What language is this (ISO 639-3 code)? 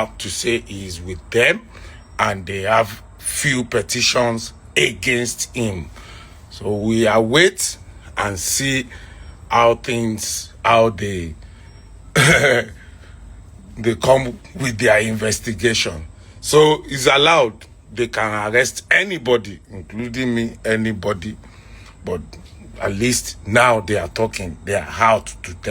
pcm